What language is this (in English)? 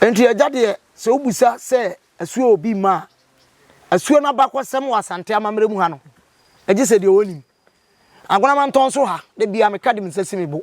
Akan